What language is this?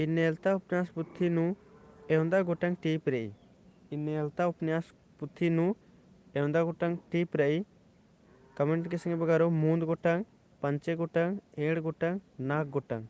Kurukh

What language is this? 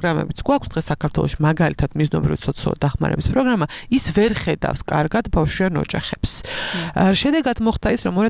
Georgian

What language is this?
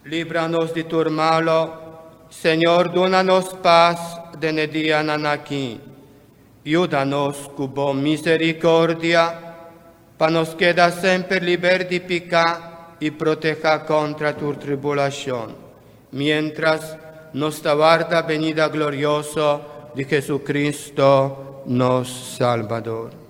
Papiamento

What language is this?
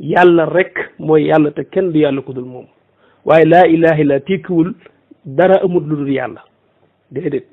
Wolof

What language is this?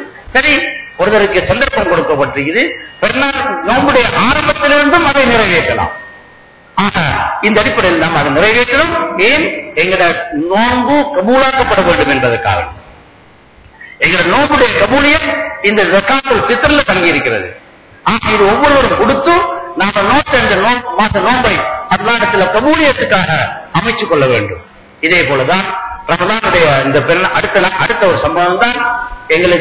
Tamil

